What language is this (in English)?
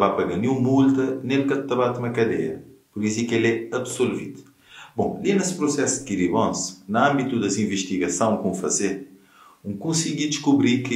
Kabuverdianu